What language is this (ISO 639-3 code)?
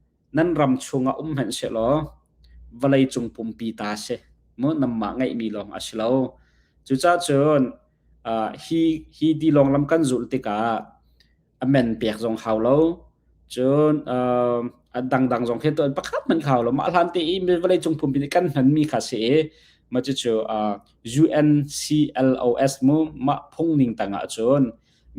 cnh